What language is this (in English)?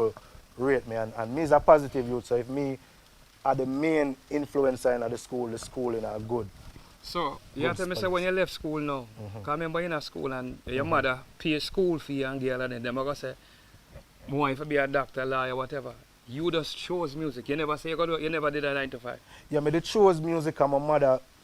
Jamaican Creole English